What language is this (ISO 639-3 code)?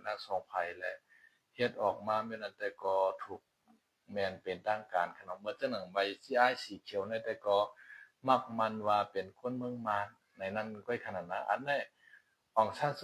shn